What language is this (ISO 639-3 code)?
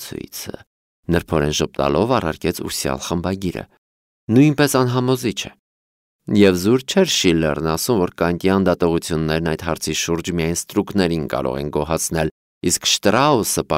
hye